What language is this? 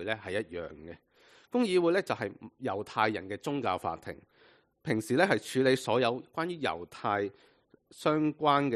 Cantonese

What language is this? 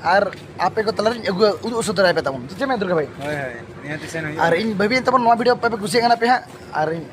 Santali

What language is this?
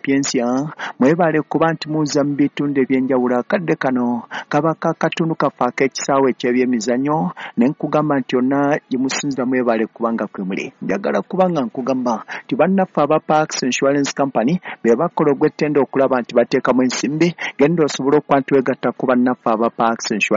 Ganda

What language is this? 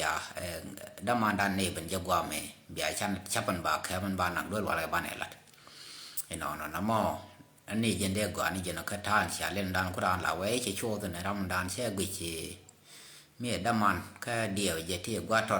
Nuer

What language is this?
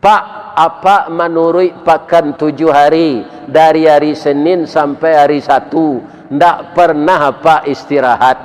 Minangkabau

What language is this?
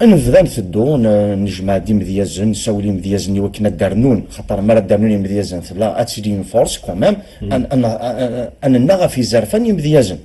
Kabyle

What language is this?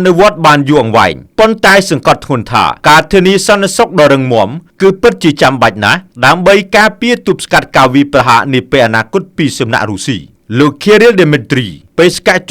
Khmer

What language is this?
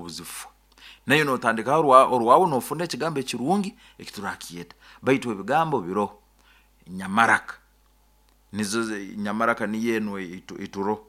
Nyoro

